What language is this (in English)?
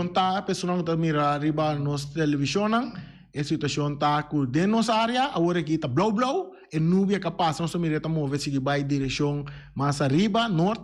Papiamento